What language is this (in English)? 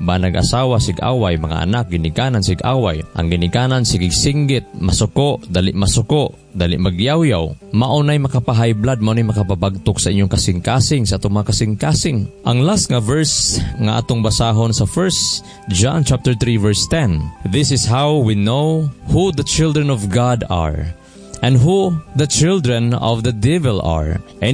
Cebuano